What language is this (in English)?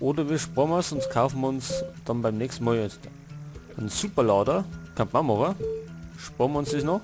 Bavarian